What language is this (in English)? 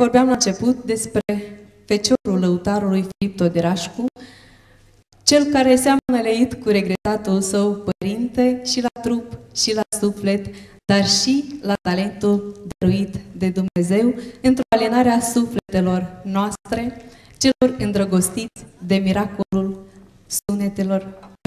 Romanian